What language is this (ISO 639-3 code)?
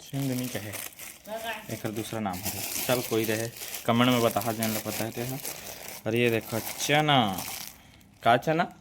hne